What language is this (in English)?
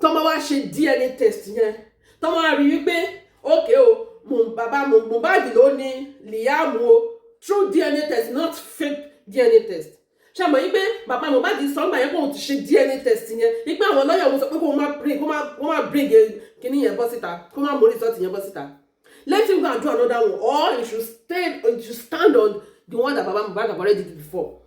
Yoruba